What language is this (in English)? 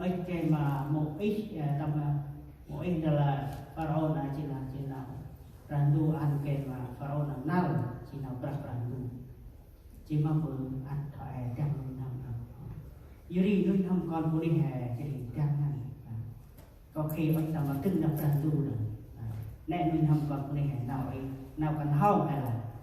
Central Mnong